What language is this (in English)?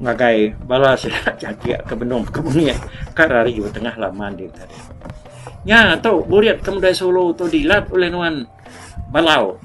Iban